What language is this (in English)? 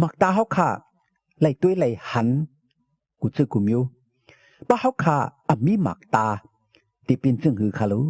Shan